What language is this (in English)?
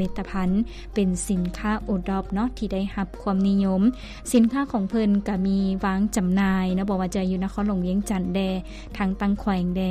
Lao